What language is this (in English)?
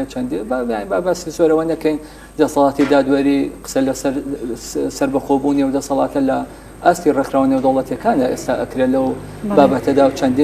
Central Kurdish